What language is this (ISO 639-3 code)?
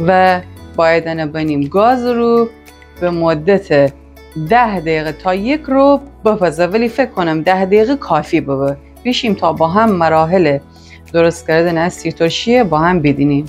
glk